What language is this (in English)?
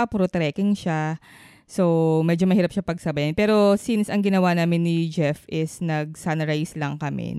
Filipino